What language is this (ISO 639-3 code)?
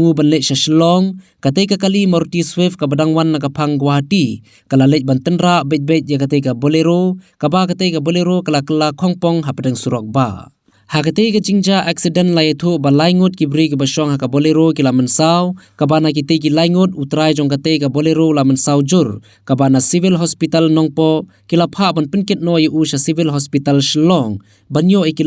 kha